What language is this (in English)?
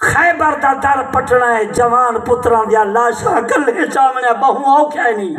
Saraiki